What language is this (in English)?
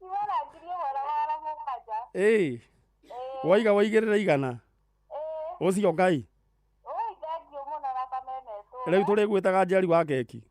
Kikuyu